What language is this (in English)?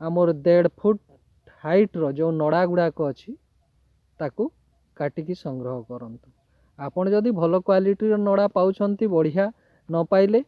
Odia